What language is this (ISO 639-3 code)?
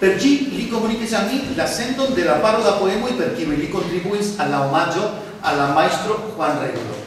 epo